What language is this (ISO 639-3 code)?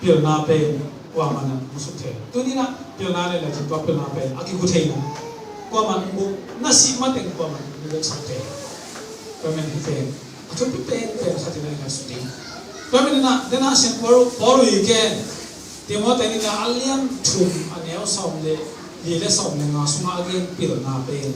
ctd